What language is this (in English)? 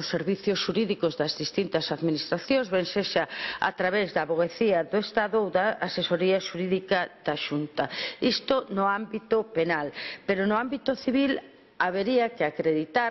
Galician